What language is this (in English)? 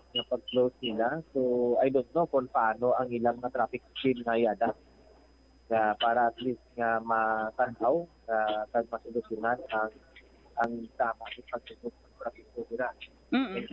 Hiligaynon